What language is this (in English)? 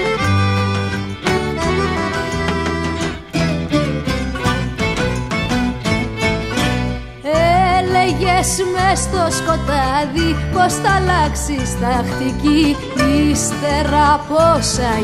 Greek